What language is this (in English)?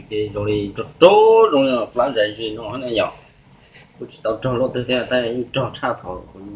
Hmong